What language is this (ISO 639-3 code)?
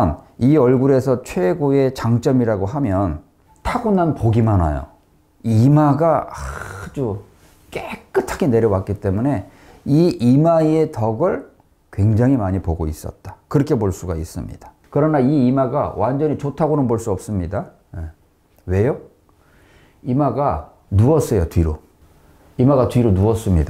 kor